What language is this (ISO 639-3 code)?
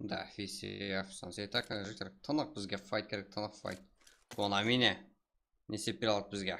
kaa